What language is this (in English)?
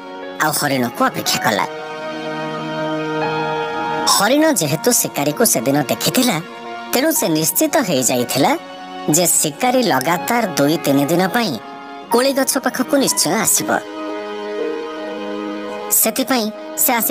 Odia